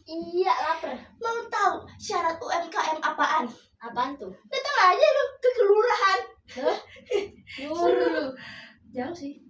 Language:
Betawi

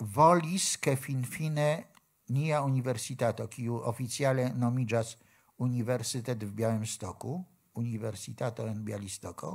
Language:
Esperanto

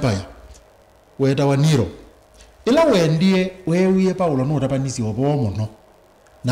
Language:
Kamba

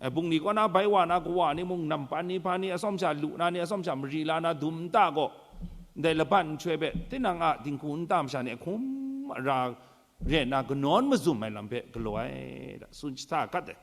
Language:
Kachin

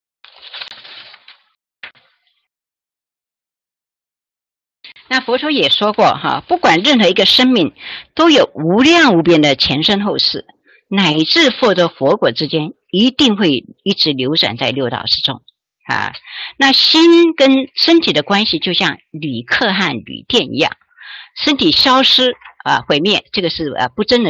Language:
Chinese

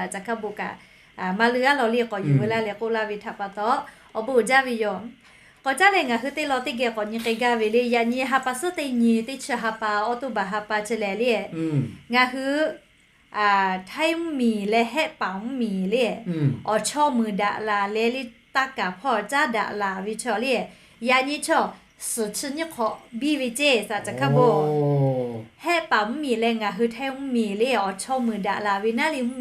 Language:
Lahu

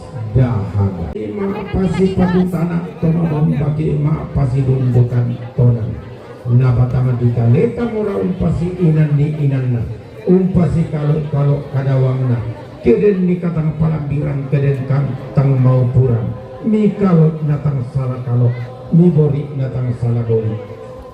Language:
Toraja-Sa'dan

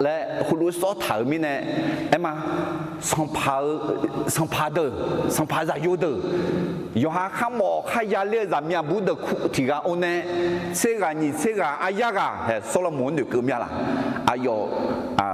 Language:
Akha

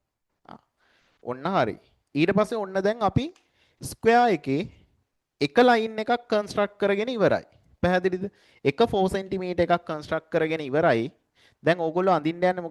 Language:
Sinhala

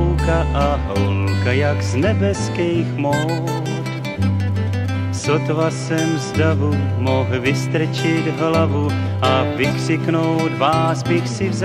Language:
Czech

